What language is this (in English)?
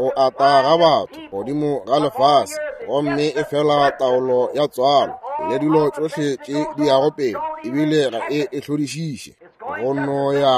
Northern Sotho